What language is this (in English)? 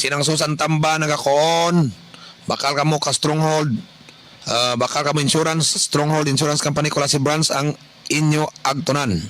Kinaray-a